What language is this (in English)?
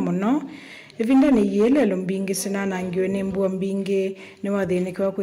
Kamba